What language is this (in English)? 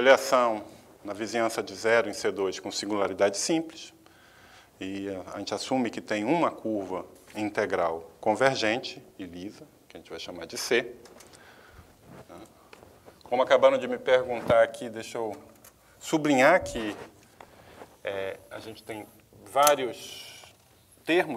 Portuguese